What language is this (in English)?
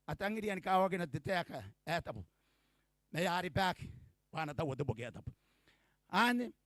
Gilbertese